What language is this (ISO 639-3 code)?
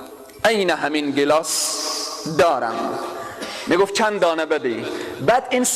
fas